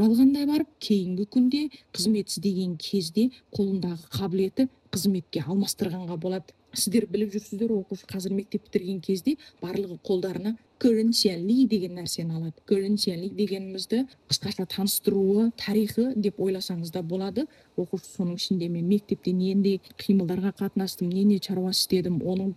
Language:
Kazakh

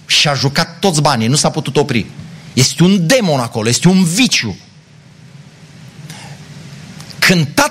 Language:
Romanian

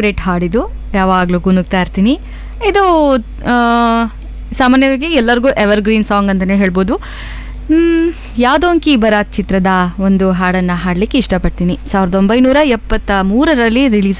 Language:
Kannada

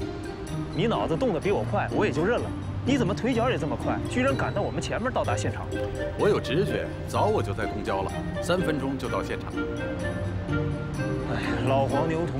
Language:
Chinese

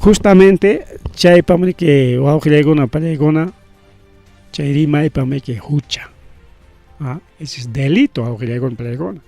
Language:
Ayacucho Quechua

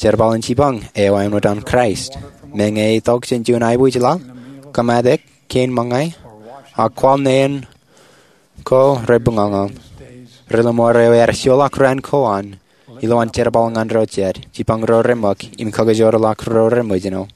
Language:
Marshallese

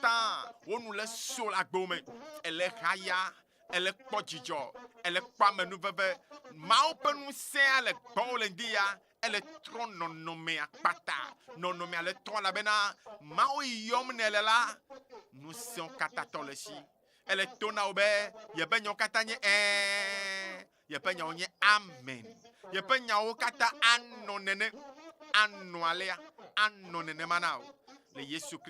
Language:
Ewe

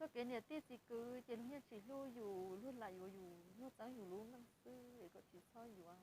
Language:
Hmong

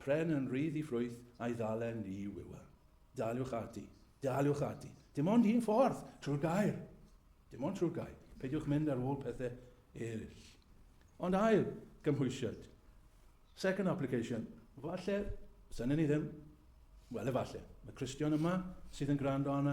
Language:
Welsh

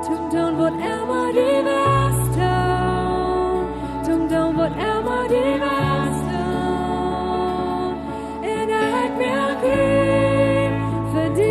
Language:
Plautdietsch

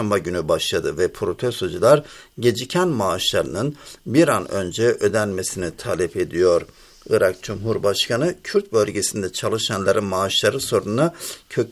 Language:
Turkish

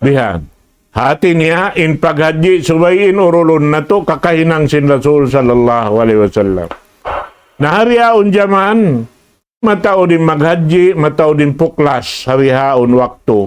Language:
Tausug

